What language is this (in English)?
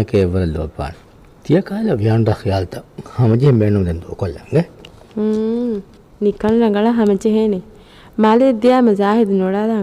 Divehi